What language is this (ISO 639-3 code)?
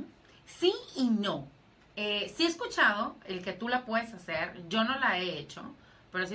spa